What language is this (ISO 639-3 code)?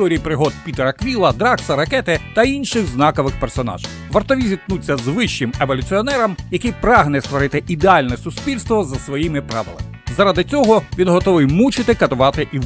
ukr